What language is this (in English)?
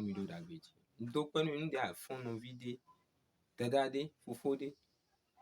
Fon